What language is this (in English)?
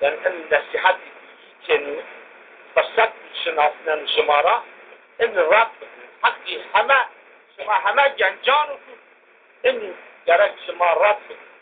Zaza